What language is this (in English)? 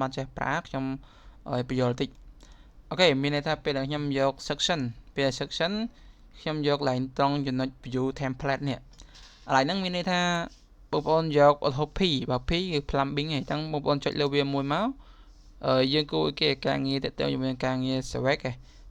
Khmer